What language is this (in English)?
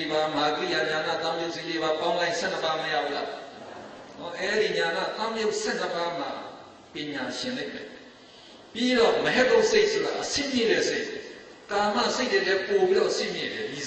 Burmese